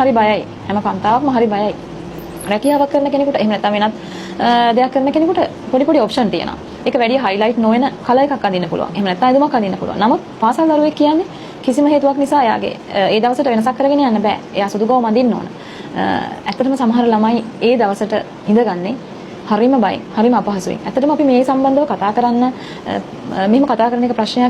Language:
Sinhala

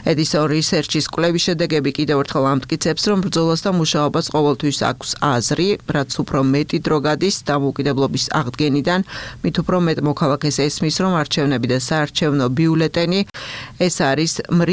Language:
Georgian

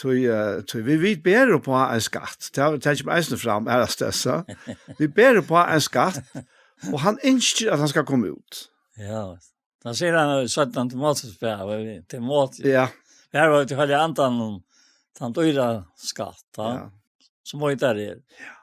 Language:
Faroese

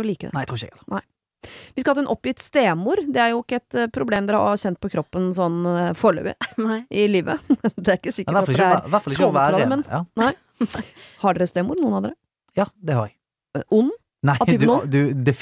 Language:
Norwegian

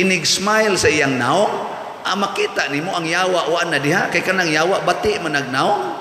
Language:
Cebuano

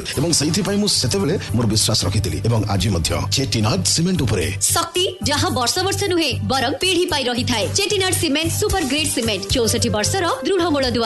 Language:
Odia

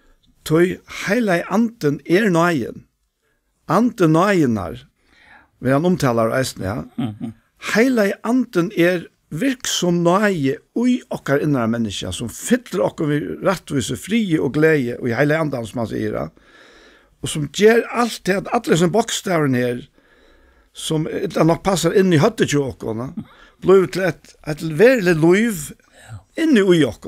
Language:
Faroese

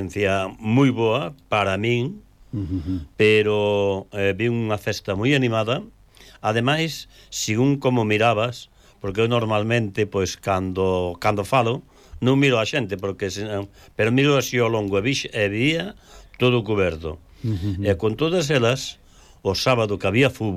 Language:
Galician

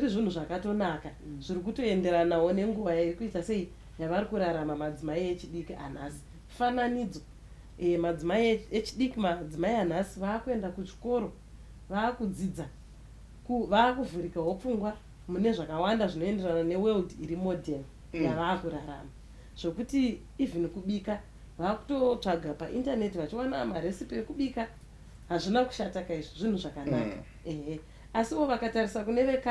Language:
Shona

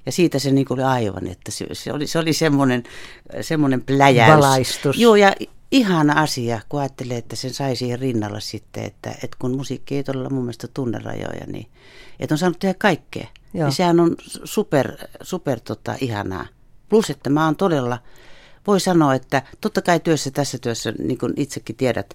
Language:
Finnish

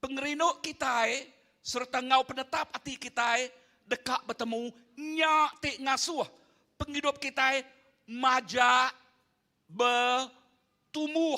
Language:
Iban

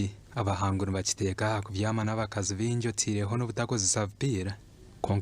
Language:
Nyankole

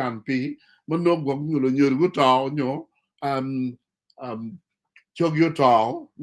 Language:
Acoli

